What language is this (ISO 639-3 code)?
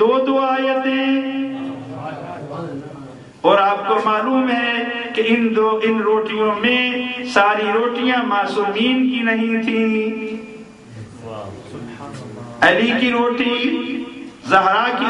urd